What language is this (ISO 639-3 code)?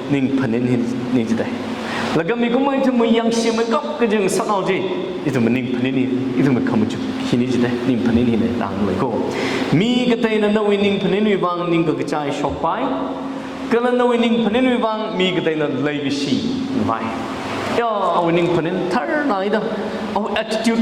nmf